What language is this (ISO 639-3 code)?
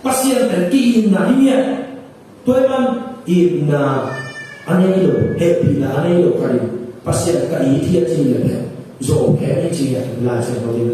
ctd